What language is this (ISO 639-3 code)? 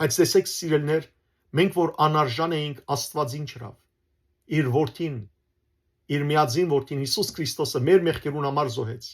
hyw